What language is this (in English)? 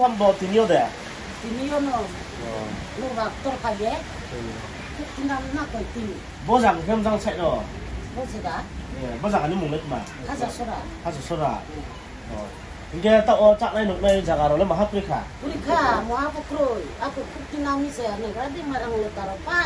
Riang (India)